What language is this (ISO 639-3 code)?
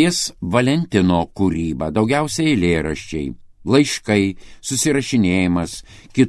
lit